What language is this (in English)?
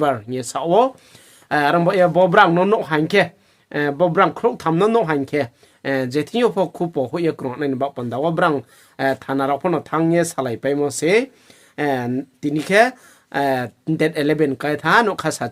Riang (India)